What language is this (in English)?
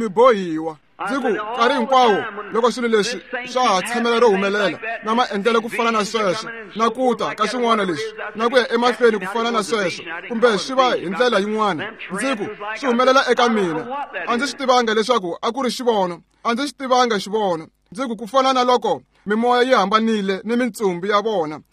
Tsonga